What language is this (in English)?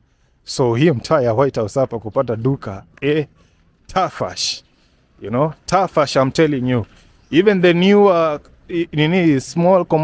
Swahili